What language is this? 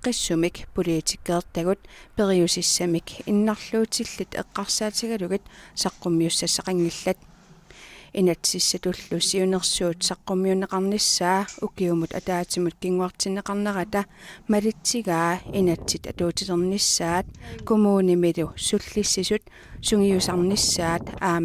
Kalaallisut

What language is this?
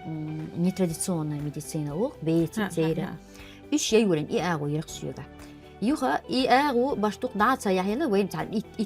Chechen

